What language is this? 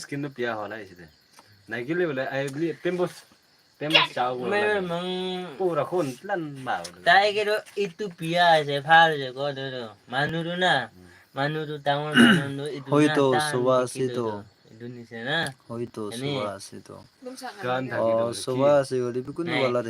Naga Pidgin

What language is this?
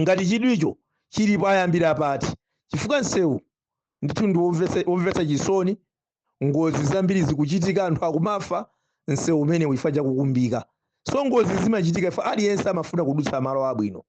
Nyanja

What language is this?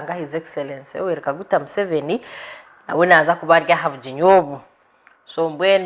Nyankole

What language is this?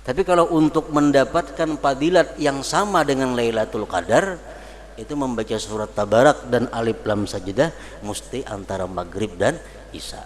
Banjar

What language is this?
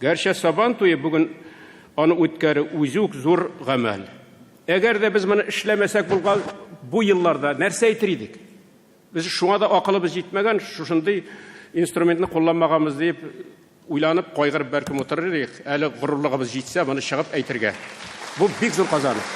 Tatar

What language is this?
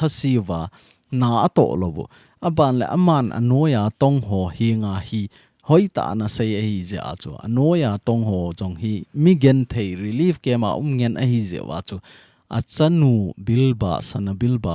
Thado Chin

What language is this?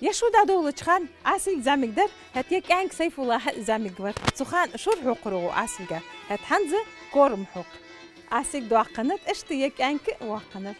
Ingush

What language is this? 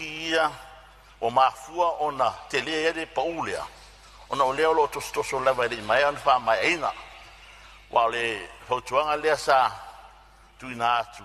Samoan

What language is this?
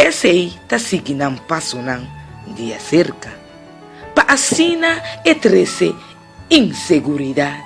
Papiamento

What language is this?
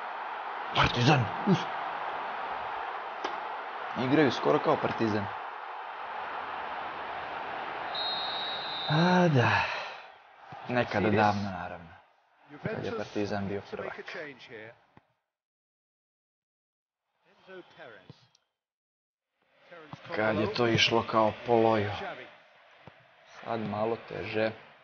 Serbian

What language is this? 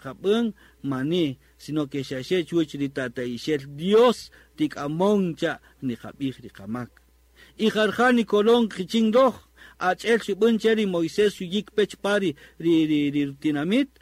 Kaqchikel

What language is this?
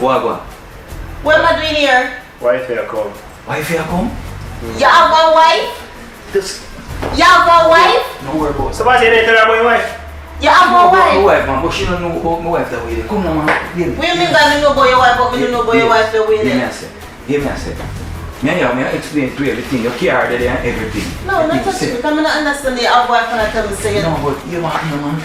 Jamaican Creole English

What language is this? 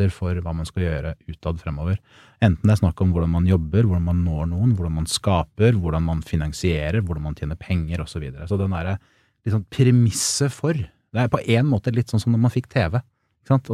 Norwegian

